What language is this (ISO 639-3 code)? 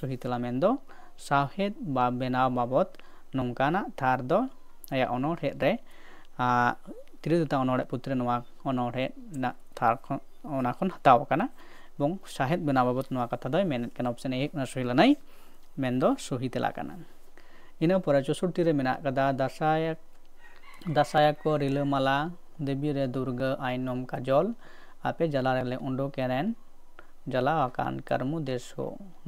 sat